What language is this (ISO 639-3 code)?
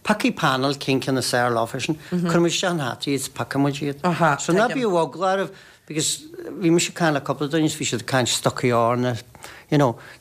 gle